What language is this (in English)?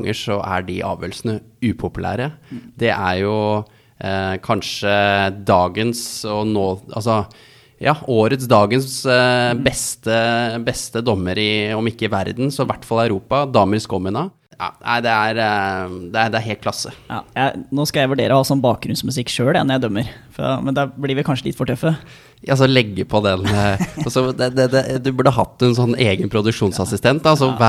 Norwegian